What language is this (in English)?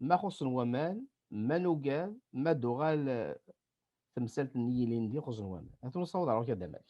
Kabyle